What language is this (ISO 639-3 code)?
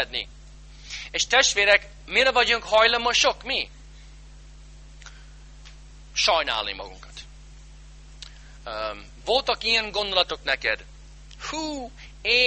hun